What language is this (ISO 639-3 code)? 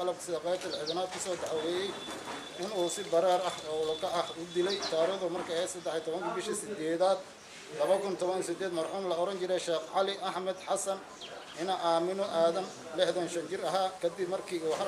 som